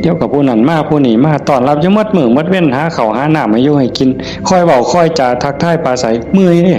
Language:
Northeastern Thai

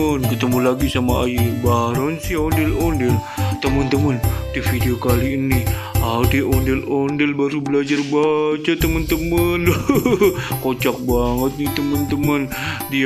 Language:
Betawi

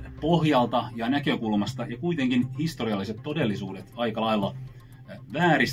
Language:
Finnish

